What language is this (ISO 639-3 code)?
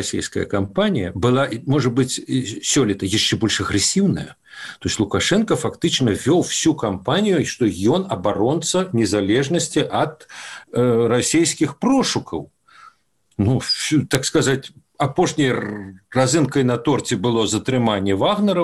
bel